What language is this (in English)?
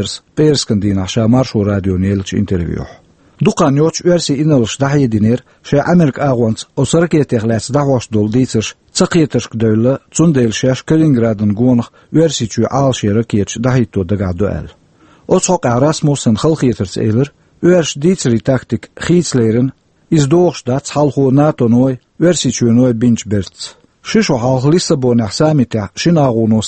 Chechen